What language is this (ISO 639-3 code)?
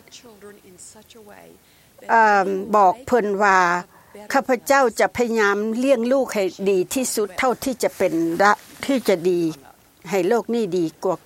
tha